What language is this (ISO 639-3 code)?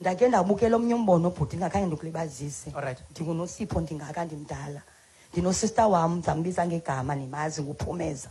xho